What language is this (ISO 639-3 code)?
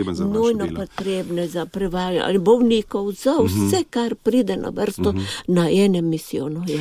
slv